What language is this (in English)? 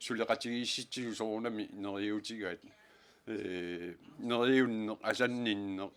Kalaallisut